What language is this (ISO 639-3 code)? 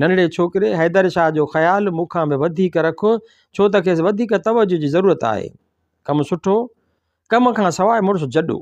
snd